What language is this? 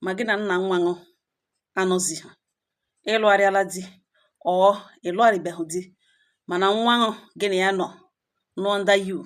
Igbo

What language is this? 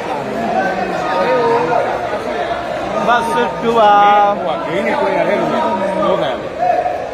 Burmese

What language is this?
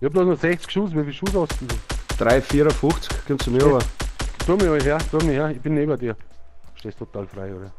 Bavarian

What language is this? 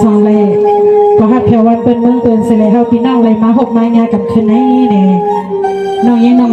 Shan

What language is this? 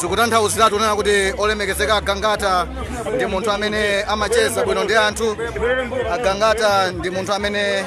Nyanja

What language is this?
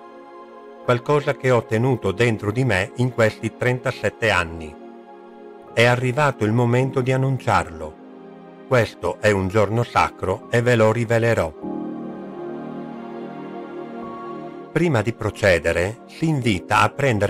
Italian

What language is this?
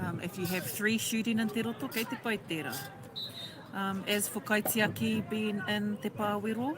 Māori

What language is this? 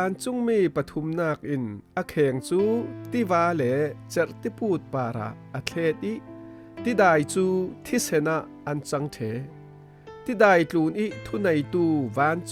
Falam Chin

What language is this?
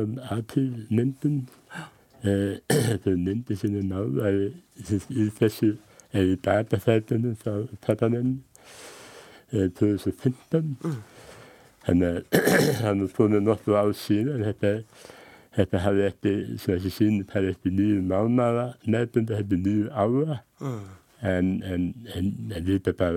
Icelandic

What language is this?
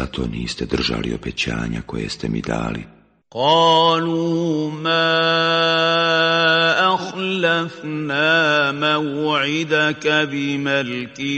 Bosnian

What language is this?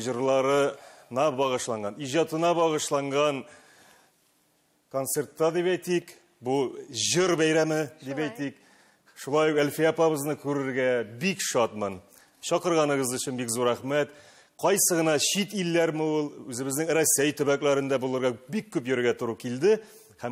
Tatar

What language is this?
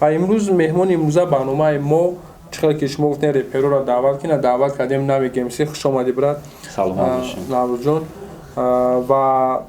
Tajik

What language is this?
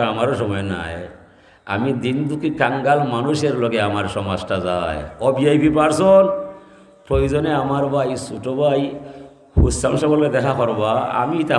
Sylheti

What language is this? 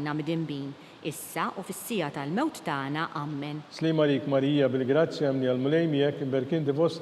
Maltese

